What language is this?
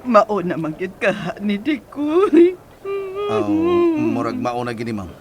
Cebuano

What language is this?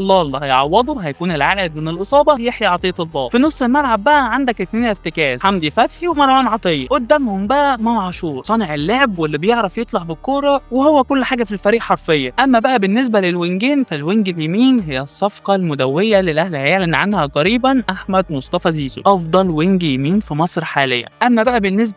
Egyptian Arabic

